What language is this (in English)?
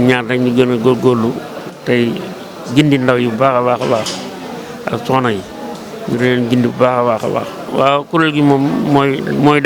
Wolof